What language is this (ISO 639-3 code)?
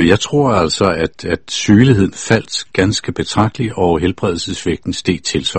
dan